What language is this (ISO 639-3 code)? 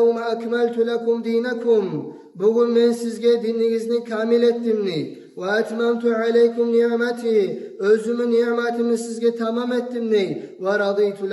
kum